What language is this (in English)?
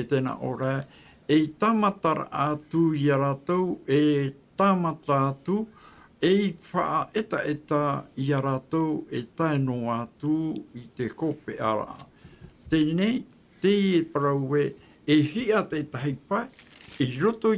Tahitian